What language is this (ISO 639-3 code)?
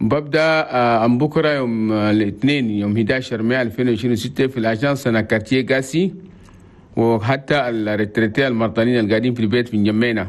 shu